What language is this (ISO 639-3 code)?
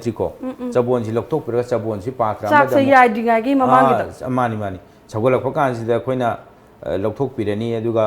mni